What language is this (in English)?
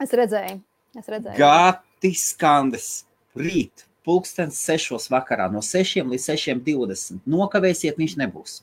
Latvian